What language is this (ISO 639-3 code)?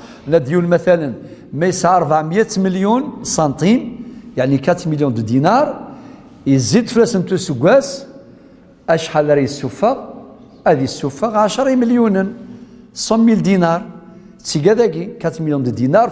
kab